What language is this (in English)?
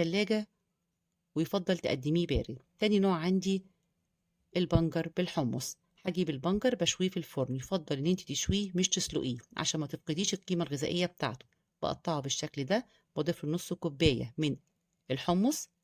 Egyptian Arabic